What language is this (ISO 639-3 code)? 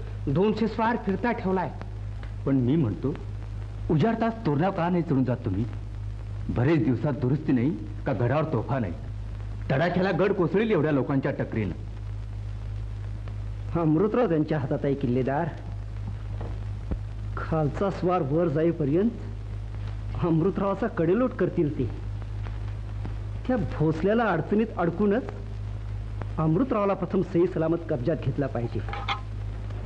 mar